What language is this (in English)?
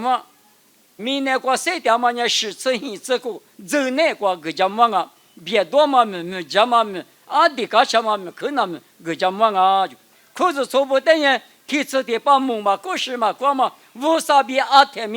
Lisu